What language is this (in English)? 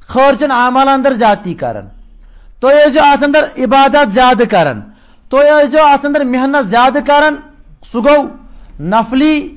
Kashmiri